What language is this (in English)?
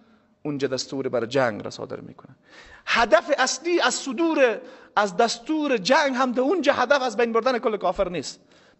Persian